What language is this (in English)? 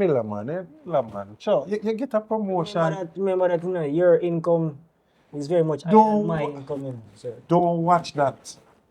Jamaican Creole English